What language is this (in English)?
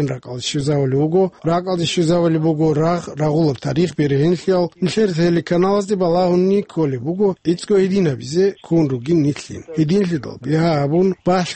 Avaric